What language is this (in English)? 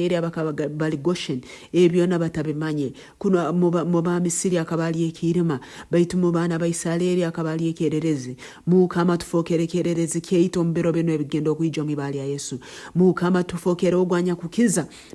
Nyoro